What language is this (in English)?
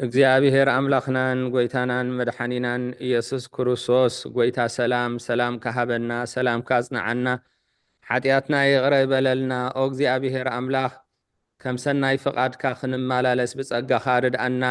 Tigrinya